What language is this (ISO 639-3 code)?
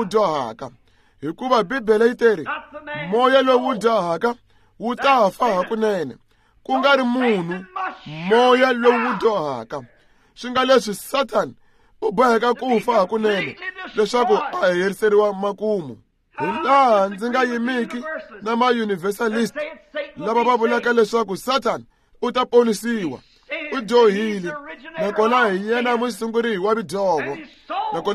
tso